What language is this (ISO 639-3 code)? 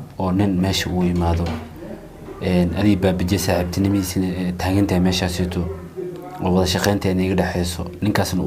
som